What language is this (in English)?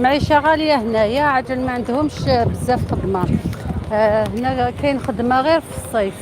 Algerian Arabic